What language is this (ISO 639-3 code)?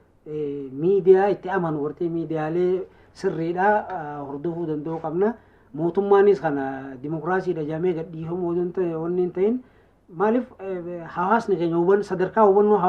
orm